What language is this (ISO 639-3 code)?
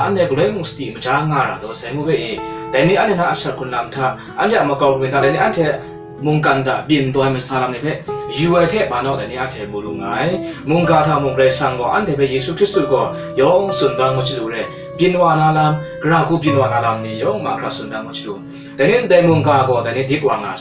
kac